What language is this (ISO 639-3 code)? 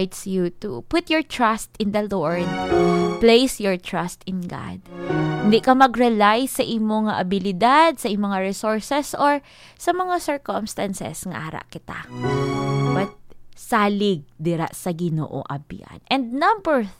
hil